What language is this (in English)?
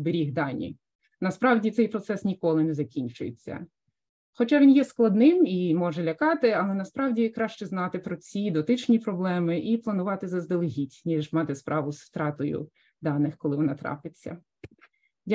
Ukrainian